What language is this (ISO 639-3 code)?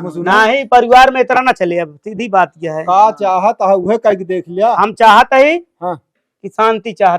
awa